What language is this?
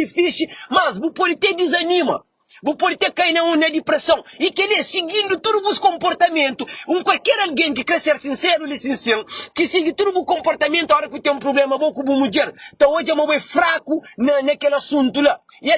Kabuverdianu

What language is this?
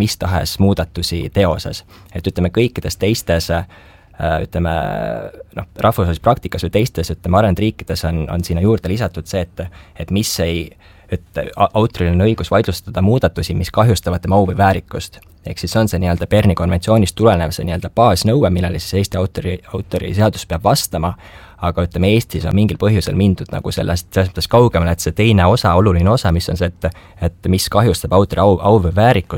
Estonian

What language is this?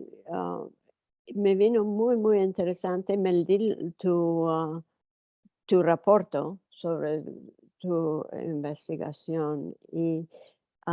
Ladino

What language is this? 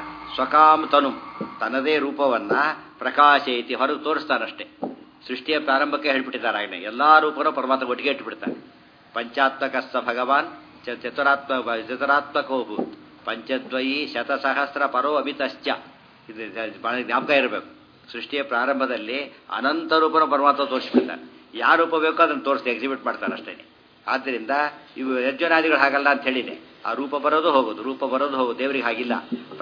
Kannada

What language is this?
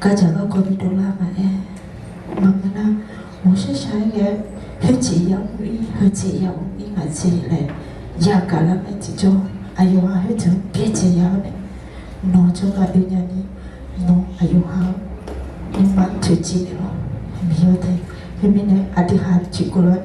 Akha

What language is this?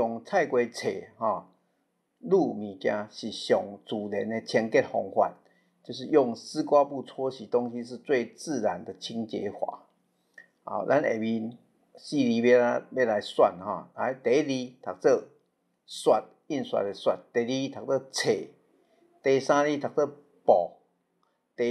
Min Nan Chinese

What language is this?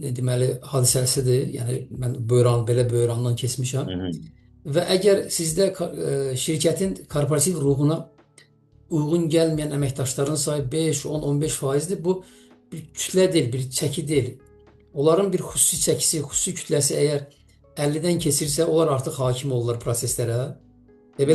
Azerbaijani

